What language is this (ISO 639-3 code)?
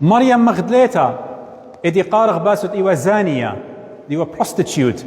aii